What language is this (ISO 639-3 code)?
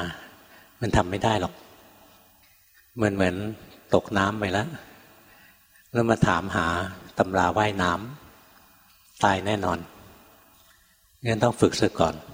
tha